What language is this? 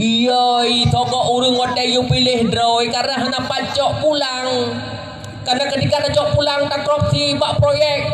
Achinese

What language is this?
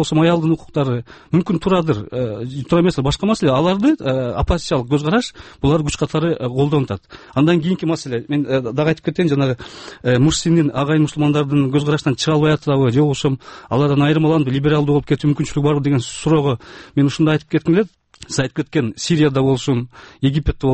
Kyrgyz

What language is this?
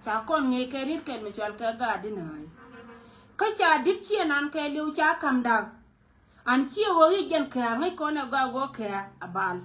Nuer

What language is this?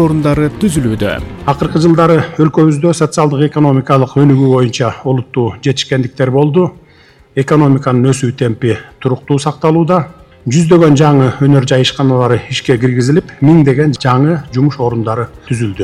Kyrgyz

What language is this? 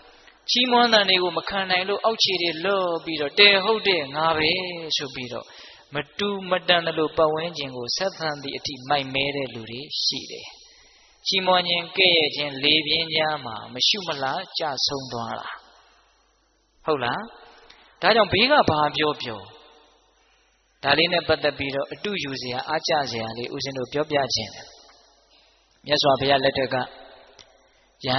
Burmese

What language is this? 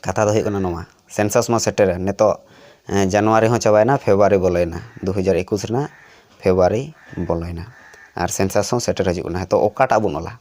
Santali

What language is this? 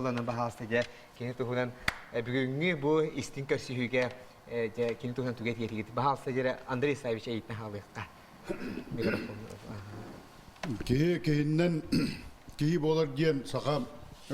Yakut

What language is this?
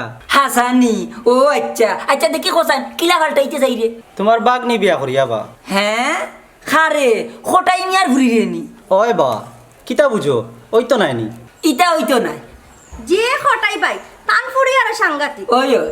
Sylheti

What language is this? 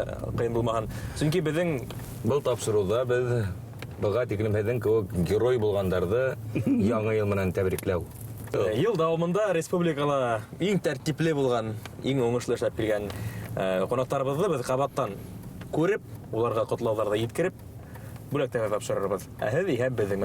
Bashkir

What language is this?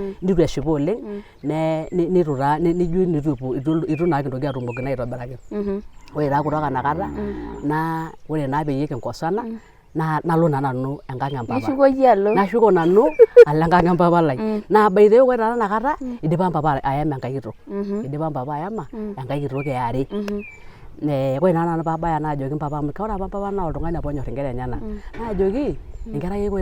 Masai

